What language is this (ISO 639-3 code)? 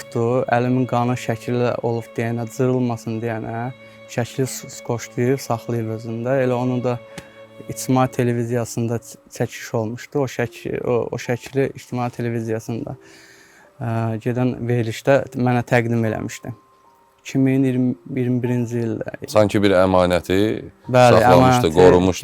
aze